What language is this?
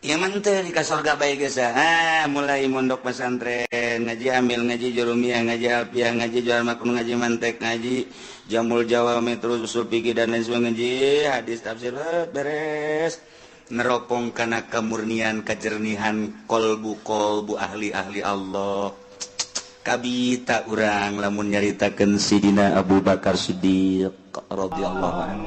Sundanese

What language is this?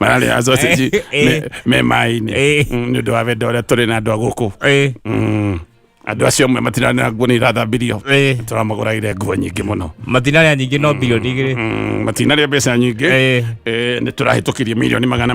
Kikuyu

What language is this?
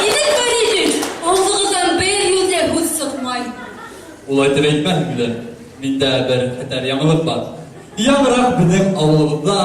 Bashkir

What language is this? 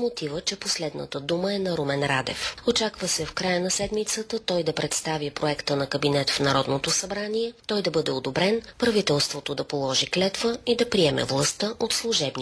Bulgarian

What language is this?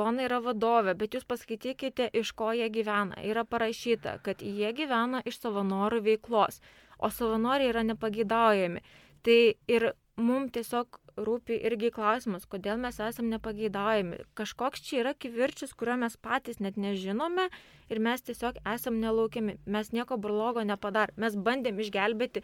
Lithuanian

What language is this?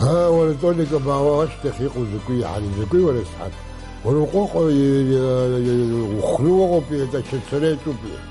Abkhazian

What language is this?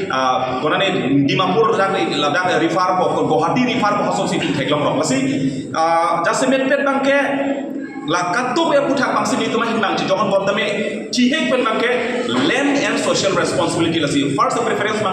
Karbi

